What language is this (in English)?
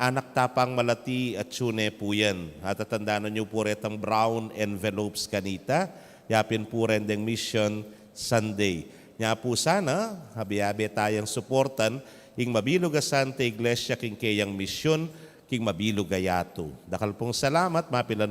Pampanga